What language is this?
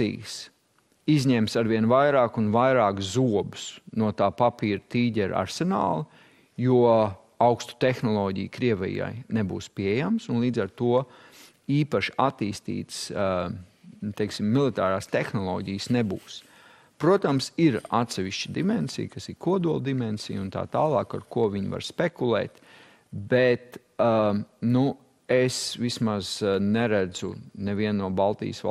Latvian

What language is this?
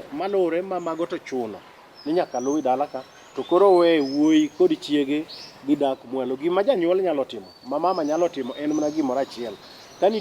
Luo (Kenya and Tanzania)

